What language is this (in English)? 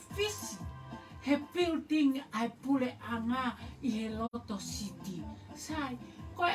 Tongan